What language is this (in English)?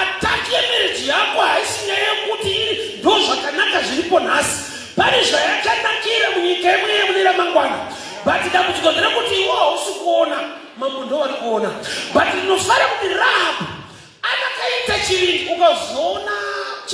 Shona